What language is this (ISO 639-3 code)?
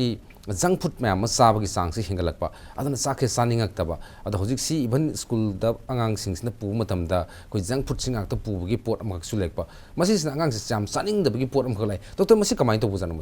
mni